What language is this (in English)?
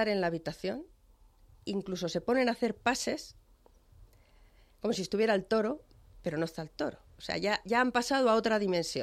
Spanish